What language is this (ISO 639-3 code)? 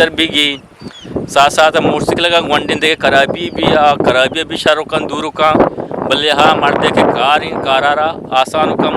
bgp